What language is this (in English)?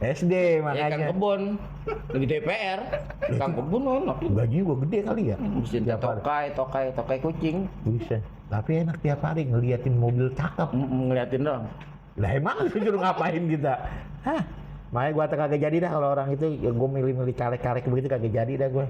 Betawi